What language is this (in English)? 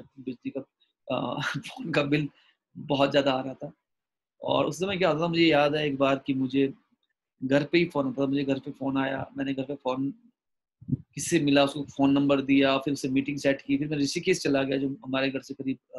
Hindi